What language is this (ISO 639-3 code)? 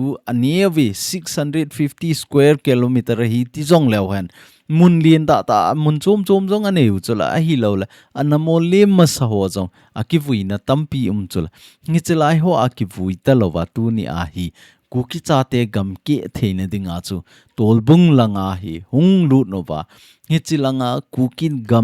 tcz